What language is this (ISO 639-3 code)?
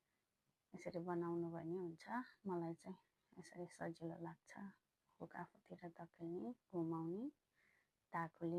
nep